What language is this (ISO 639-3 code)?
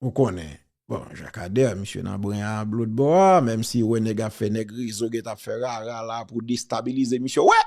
hat